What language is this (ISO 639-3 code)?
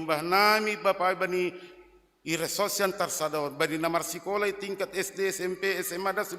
bts